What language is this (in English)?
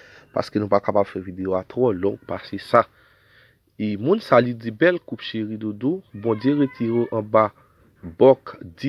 Haitian Creole